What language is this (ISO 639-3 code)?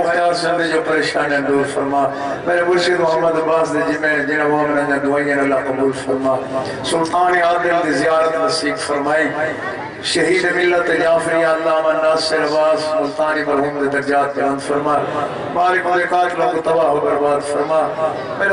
skr